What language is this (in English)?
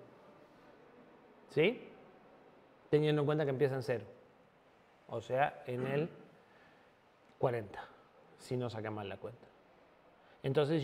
Spanish